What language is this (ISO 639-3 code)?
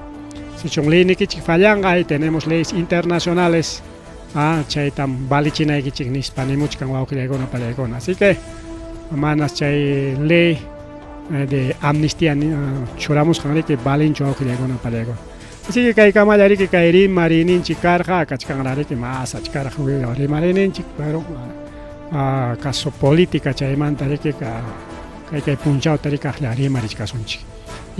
quy